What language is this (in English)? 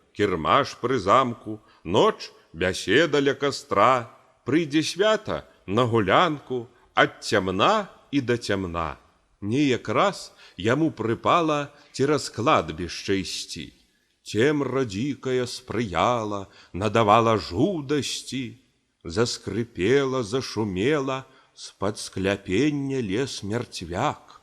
Belarusian